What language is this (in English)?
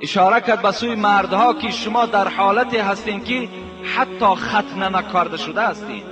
Tajik